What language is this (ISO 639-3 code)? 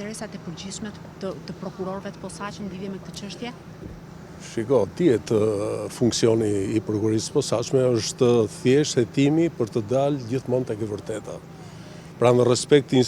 sqi